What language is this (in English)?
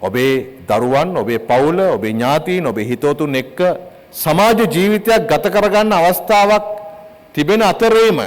Sinhala